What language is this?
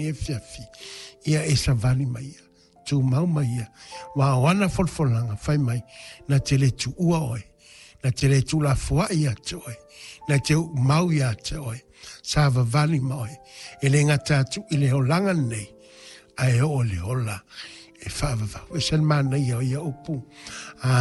Samoan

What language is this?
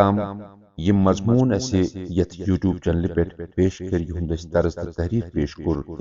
Kashmiri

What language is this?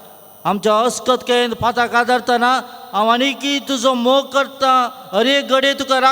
Konkani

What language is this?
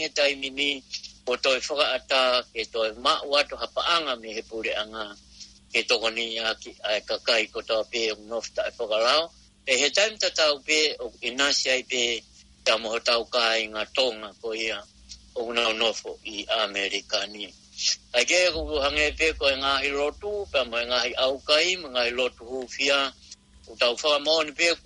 Tongan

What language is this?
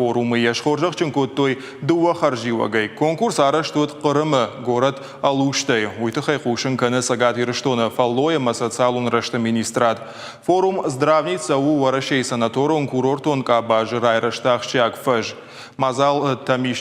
Ossetic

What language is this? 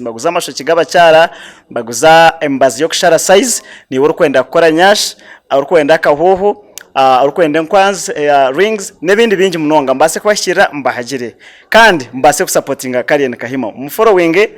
Nyankole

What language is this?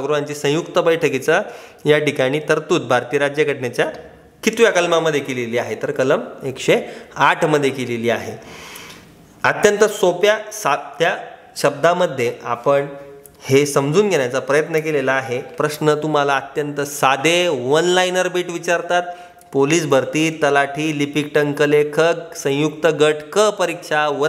Marathi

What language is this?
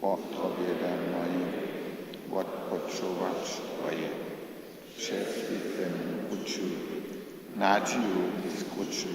Upper Sorbian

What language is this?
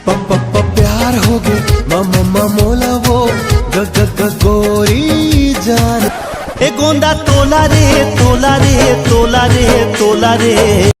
Chhattisgarhi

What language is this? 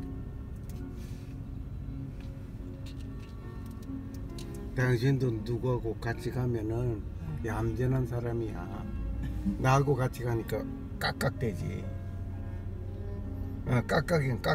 Korean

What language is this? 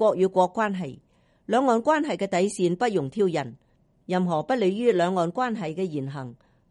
Cantonese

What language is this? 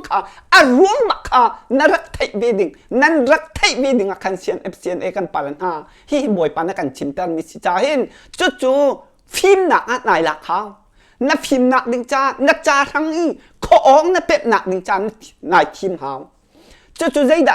Hakha Chin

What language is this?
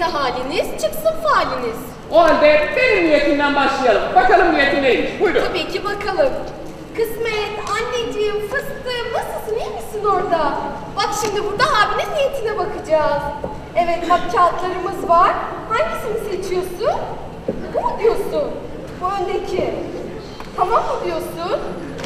Turkish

